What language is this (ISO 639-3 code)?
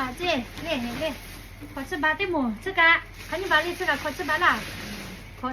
lhu